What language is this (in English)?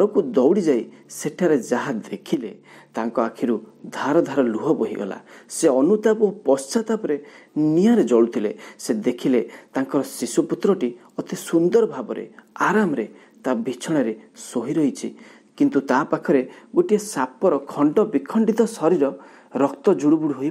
Odia